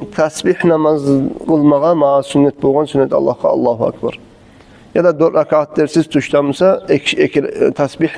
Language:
Kumyk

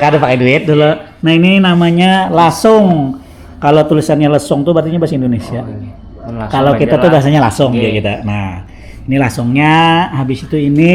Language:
Banjar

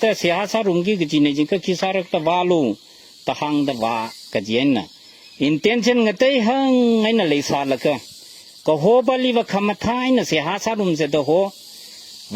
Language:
Tangkhul Naga (India)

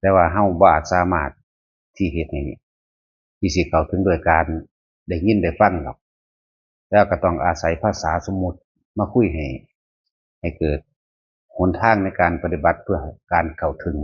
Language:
Northeastern Thai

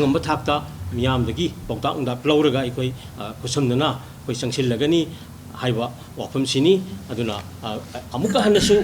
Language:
Manipuri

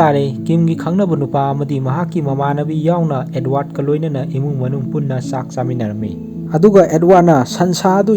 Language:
Manipuri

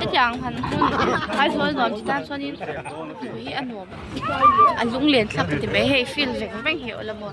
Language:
Mizo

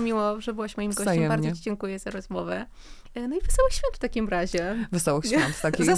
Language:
Polish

